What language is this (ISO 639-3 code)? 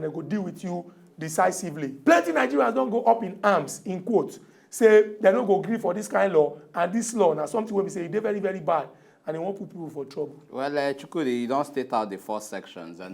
pcm